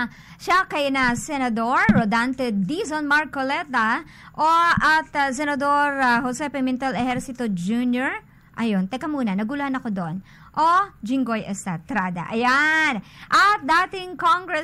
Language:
Filipino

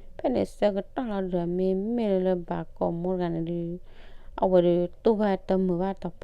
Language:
S'gaw Karen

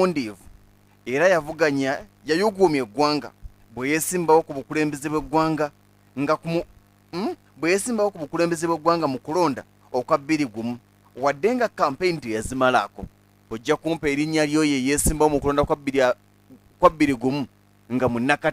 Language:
Ganda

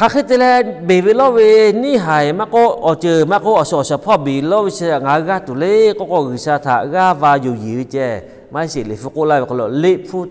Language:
Lahu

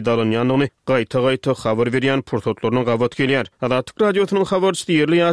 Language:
Turkmen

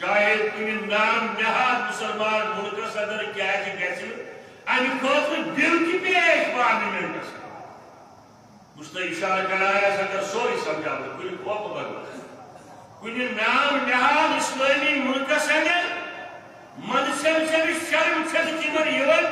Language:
Kashmiri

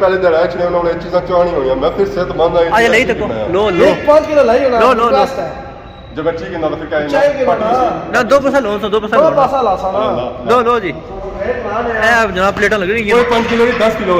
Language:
Pahari-Potwari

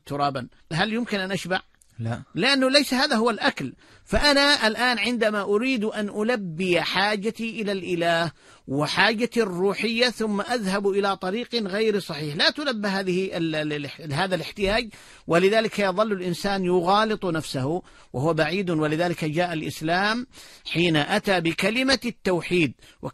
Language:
Arabic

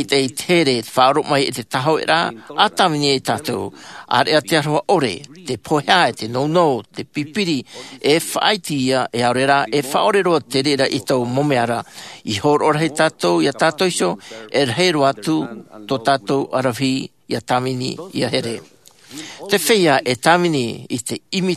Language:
Tahitian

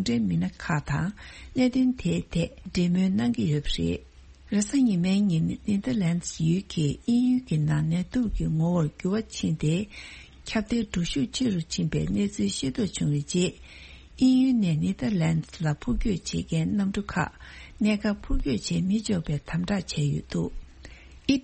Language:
Tibetan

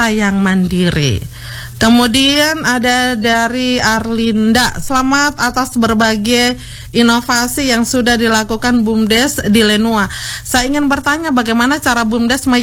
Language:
Indonesian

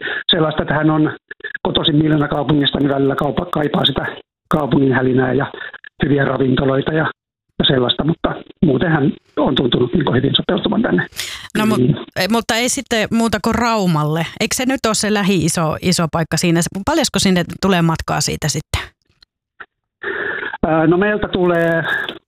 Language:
Finnish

